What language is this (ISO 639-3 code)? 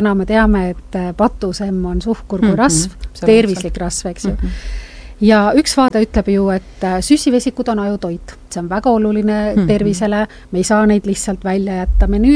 est